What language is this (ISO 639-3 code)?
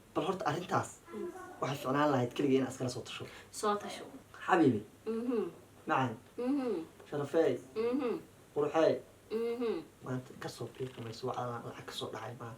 som